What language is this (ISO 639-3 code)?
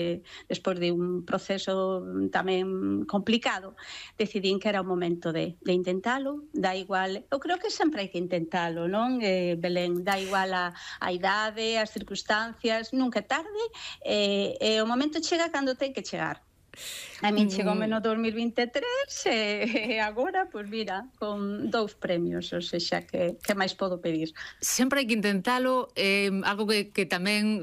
glg